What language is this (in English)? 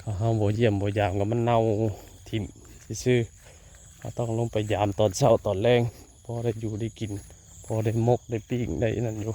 Northeastern Thai